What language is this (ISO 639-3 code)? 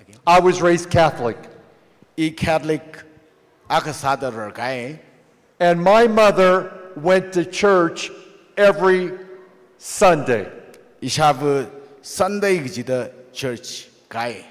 nmf